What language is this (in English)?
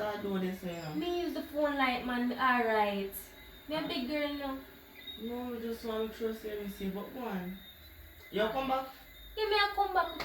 Jamaican Creole English